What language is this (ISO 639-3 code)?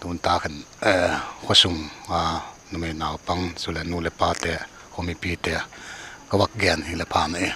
pck